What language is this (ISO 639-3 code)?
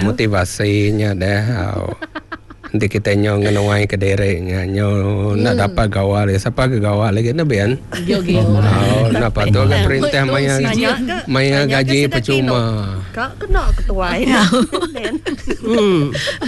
msa